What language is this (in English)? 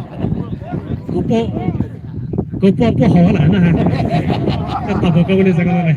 Poumei Naga